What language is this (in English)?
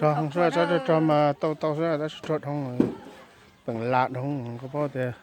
Hmong